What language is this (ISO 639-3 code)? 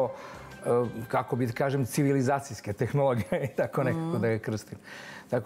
srp